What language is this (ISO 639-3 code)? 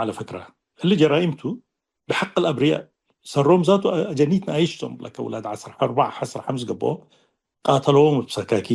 tig